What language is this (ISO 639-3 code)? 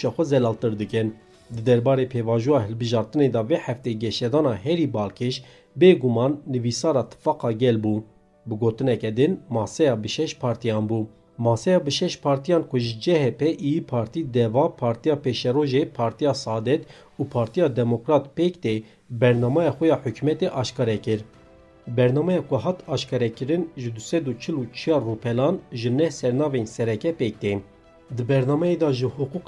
kur